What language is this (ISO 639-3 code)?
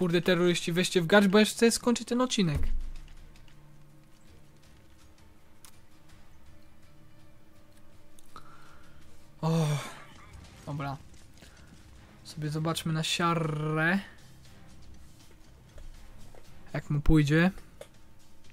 pol